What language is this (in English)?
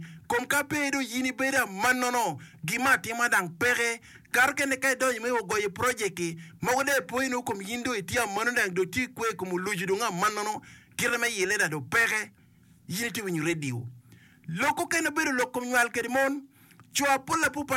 Acoli